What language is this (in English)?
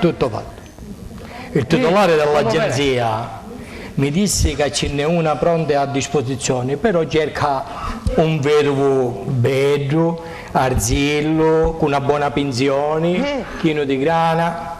Sicilian